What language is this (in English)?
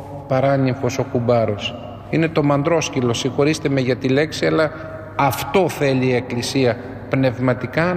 Greek